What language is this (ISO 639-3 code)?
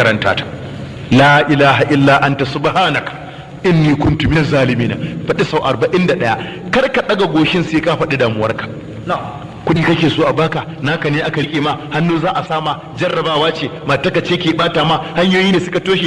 hau